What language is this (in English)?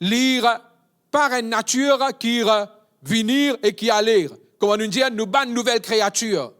Morisyen